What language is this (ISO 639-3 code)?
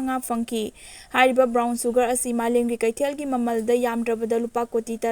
mni